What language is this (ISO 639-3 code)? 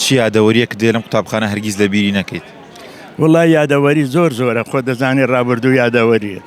ckb